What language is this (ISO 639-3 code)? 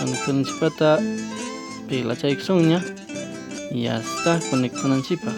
quy